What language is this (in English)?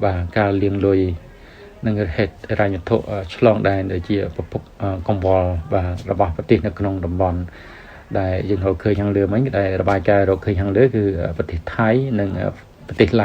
Khmer